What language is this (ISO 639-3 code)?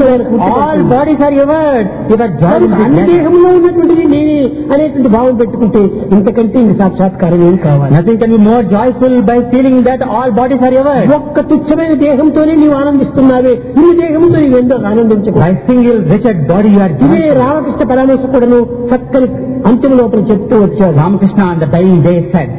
tel